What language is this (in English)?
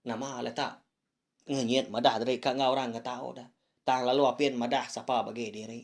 Iban